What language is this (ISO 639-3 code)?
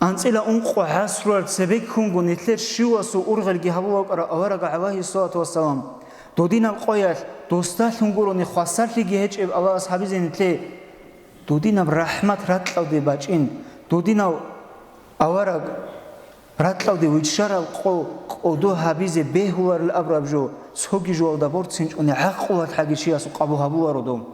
ava